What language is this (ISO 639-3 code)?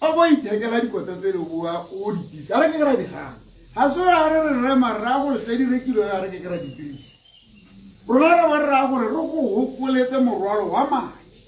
tsn